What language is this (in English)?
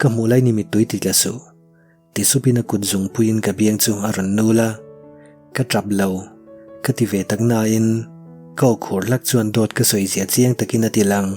Mizo